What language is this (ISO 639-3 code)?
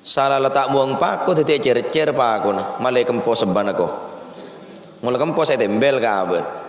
mad